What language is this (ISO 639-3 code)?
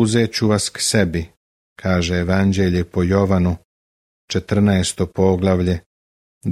srp